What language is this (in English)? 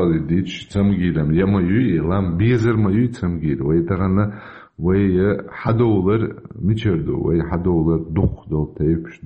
Chechen